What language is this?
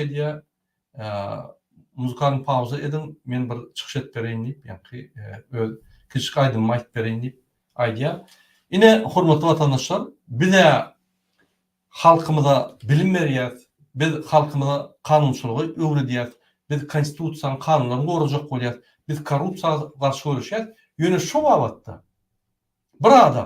Turkmen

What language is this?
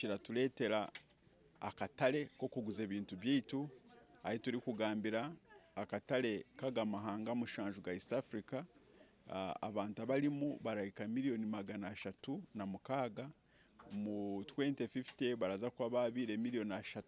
Nyankole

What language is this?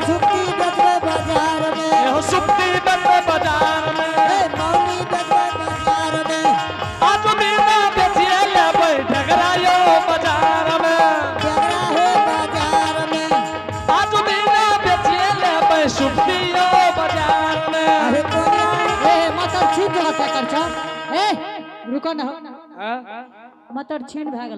Angika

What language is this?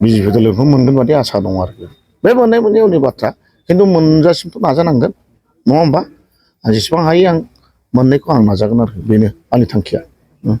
Bodo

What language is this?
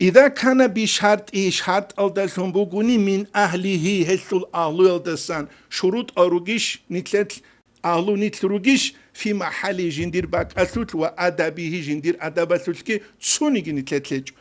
Avaric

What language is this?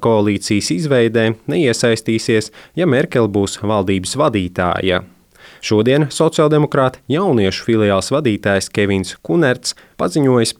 Latvian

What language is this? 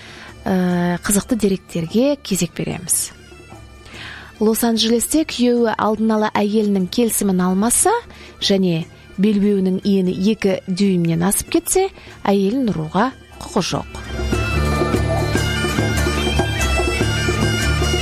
Kazakh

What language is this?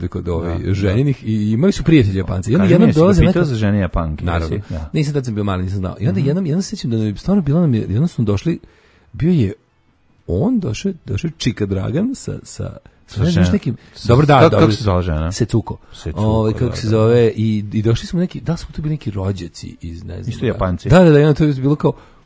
Serbian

